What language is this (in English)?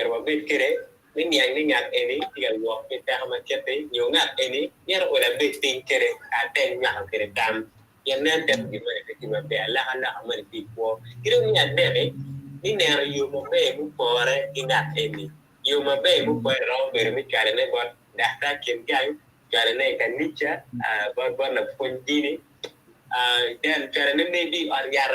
Acoli